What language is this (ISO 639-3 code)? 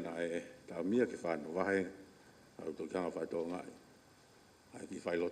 ton